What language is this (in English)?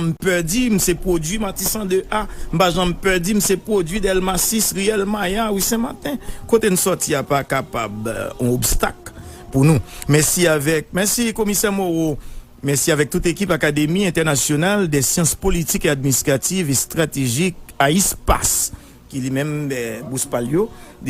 Haitian Creole